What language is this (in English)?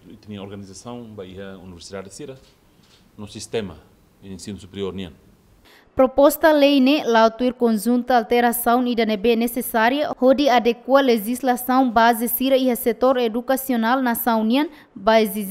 Tetum